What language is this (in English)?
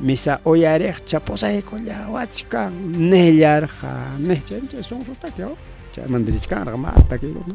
Ayacucho Quechua